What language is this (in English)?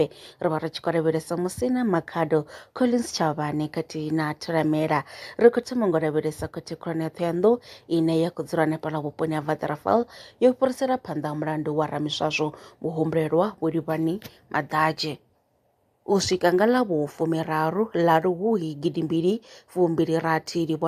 Venda